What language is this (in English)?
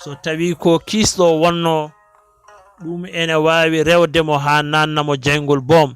Fula